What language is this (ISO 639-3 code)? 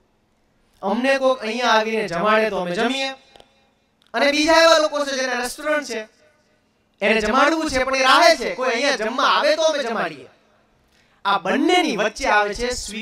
guj